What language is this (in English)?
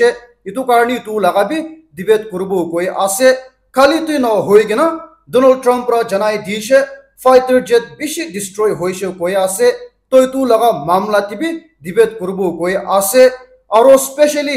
Naga Pidgin